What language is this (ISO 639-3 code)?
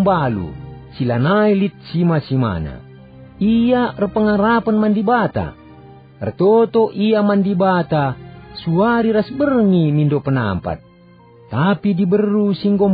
btx